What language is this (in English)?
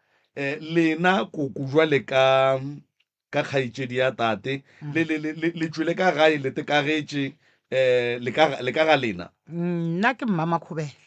Northern Sotho